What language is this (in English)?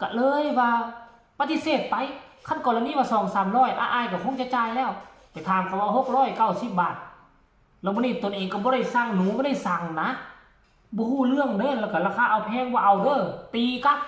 Northeastern Thai